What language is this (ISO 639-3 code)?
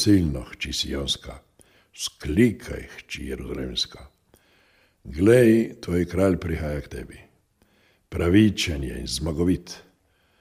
slv